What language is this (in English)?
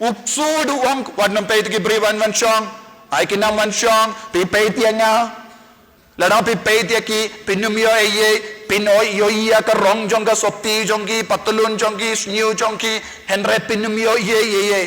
Khasi